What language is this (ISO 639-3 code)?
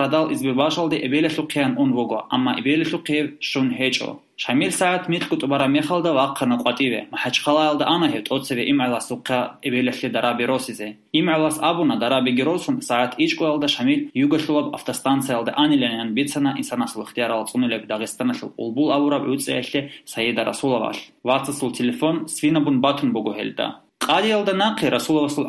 ava